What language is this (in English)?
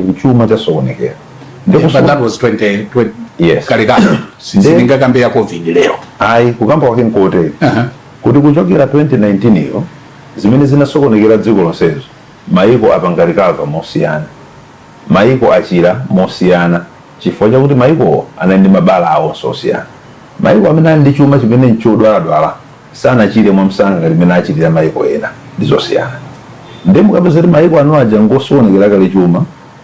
Nyanja